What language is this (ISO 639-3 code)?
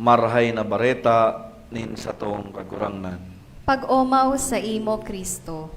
bik